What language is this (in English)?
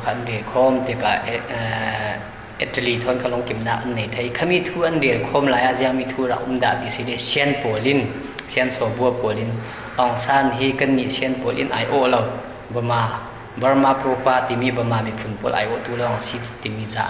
Falam Chin